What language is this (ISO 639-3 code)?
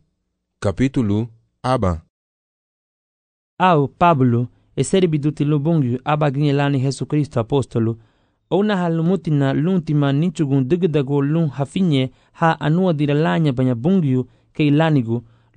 cab